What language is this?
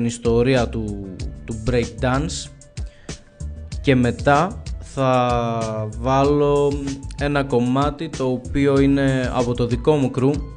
Greek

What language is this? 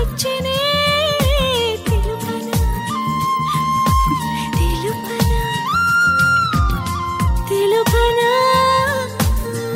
Telugu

